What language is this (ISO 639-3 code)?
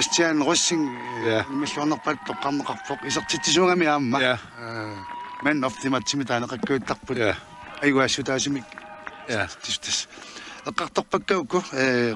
kal